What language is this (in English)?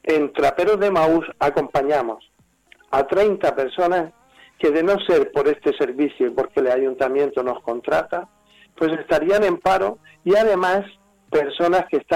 Spanish